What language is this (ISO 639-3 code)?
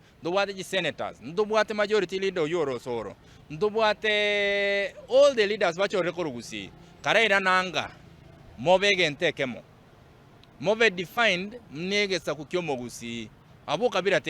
guz